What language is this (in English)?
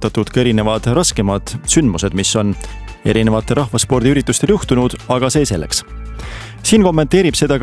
Estonian